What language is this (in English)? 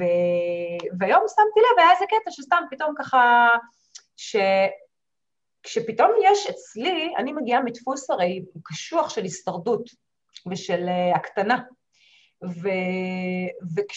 Hebrew